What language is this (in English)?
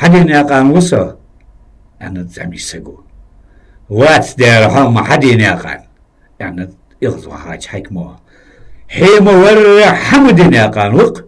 Ingush